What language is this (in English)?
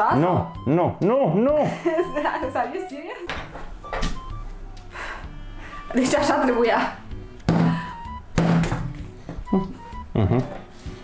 Romanian